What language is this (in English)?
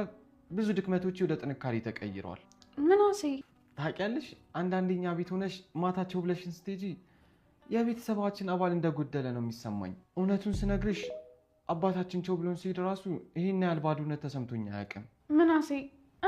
Amharic